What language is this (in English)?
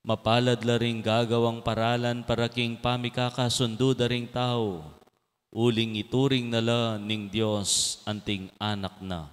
Pampanga